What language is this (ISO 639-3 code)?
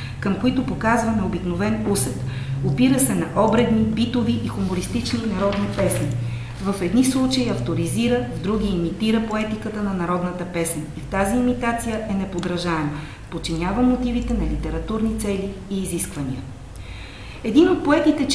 bul